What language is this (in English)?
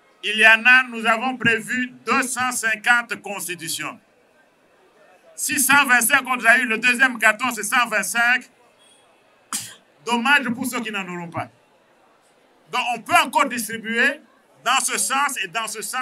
French